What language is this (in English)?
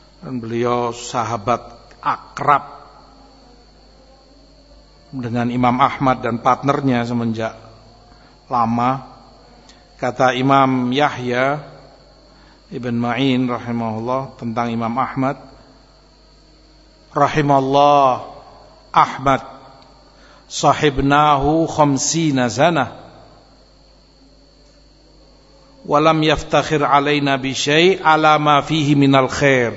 Indonesian